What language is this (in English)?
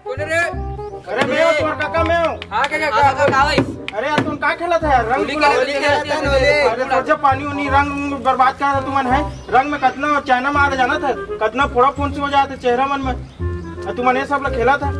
Chhattisgarhi